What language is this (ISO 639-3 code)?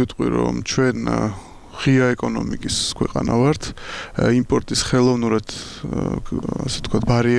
kat